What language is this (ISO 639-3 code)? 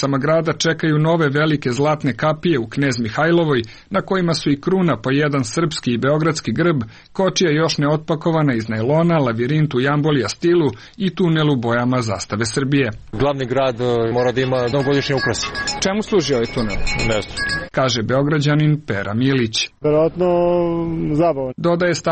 srp